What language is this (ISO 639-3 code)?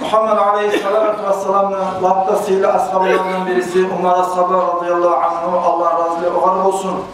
kum